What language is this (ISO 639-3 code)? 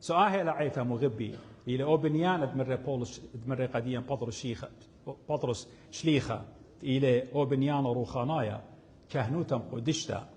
aii